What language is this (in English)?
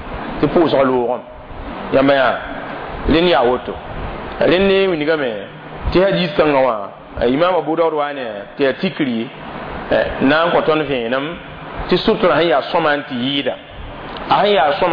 Mossi